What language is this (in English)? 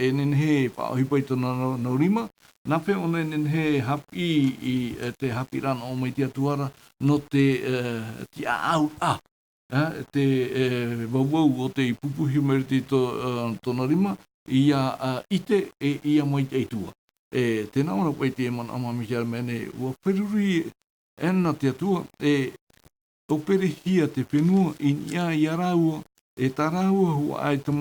Tahitian